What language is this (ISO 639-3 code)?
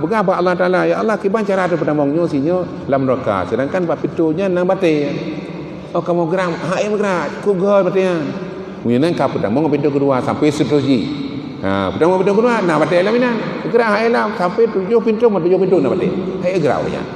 ace